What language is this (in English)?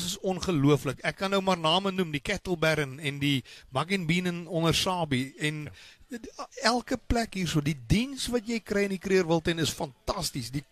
Afrikaans